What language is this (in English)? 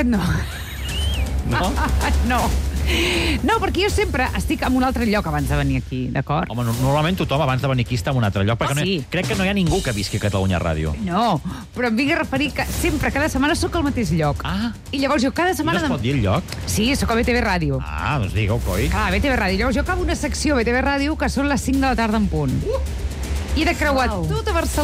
Catalan